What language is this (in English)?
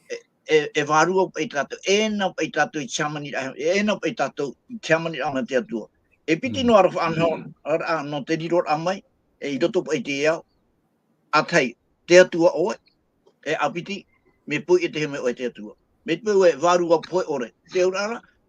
Tahitian